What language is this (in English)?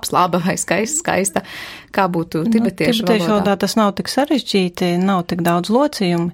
Latvian